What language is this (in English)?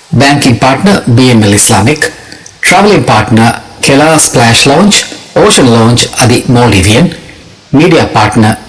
Divehi